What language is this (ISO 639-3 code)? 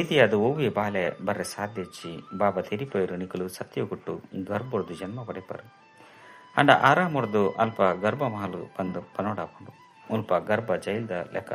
tcy